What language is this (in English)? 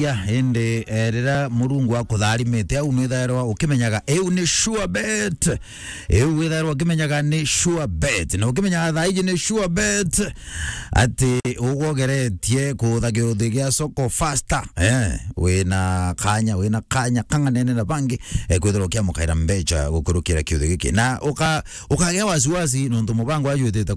Meru